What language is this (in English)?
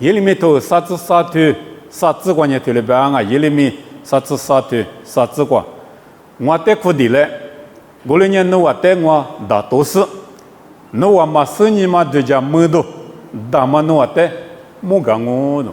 Lisu